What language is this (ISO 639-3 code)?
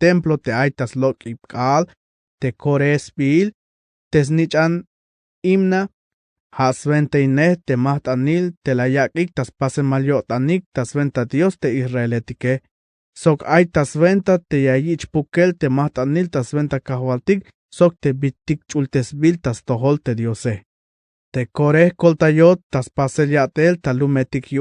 tzh